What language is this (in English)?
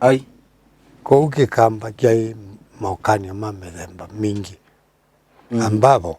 Kamba